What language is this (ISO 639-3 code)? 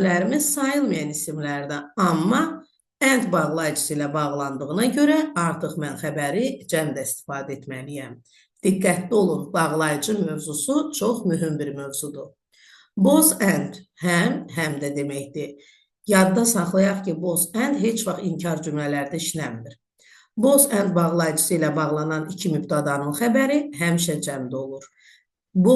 aze